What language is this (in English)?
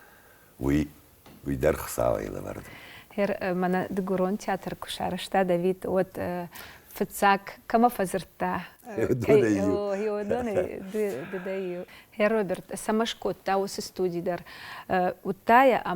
Ossetic